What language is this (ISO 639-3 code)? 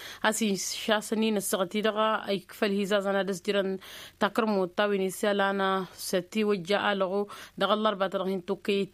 taq